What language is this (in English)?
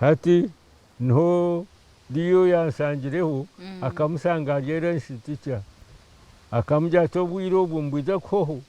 Nyankole